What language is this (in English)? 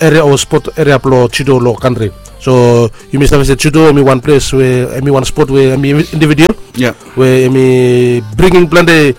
Bislama